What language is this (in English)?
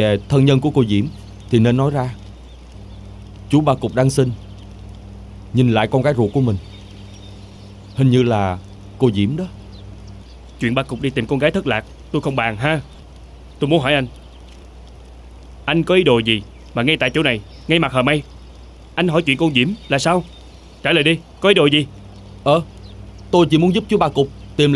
Vietnamese